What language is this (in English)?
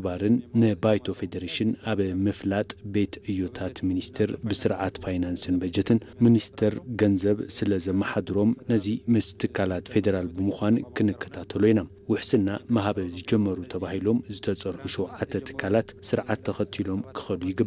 Tigrinya